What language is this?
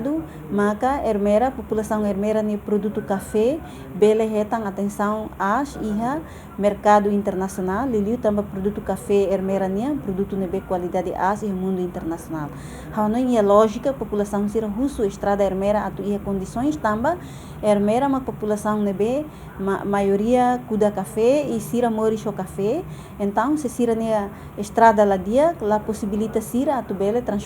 Tetum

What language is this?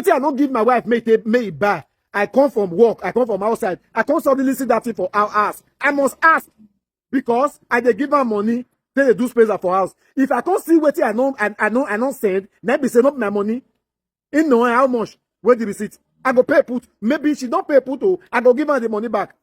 Nigerian Pidgin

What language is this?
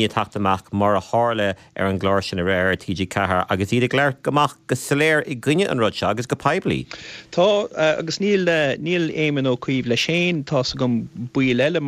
Irish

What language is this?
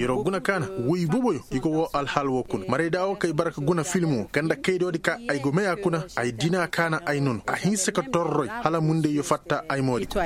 Koyraboro Senni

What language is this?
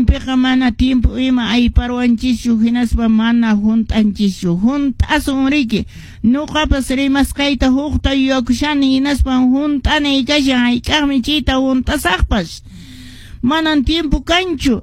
Quechua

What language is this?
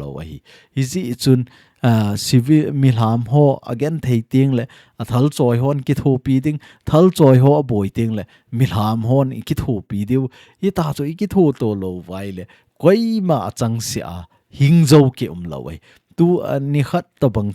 Thado Chin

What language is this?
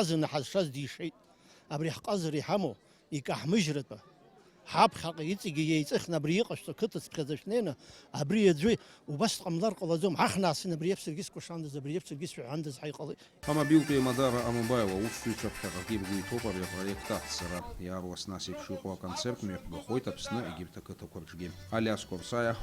Abkhazian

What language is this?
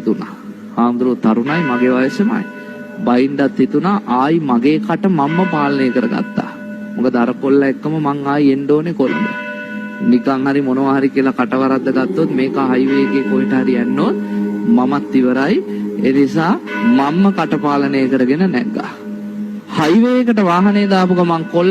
Sinhala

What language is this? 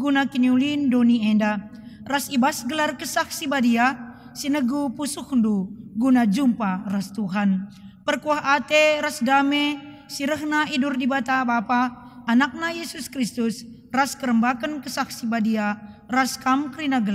Batak Karo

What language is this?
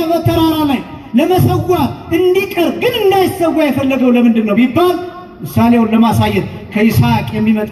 Amharic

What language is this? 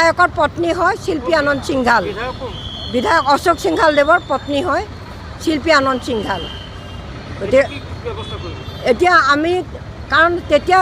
Assamese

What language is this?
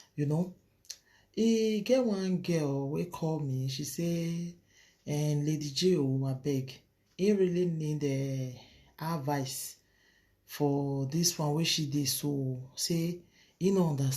Nigerian Pidgin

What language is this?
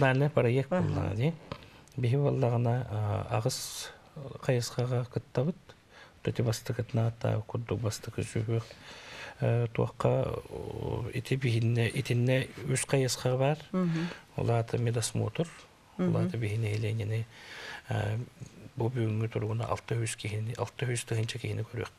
Yakut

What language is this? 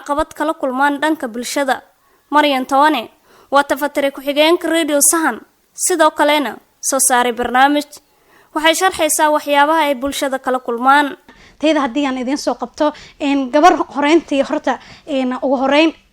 Somali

